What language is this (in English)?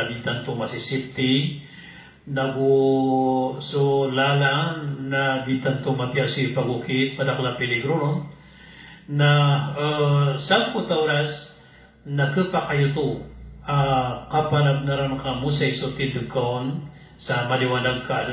Maranao